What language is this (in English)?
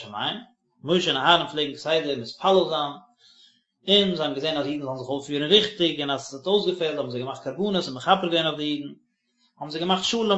Yiddish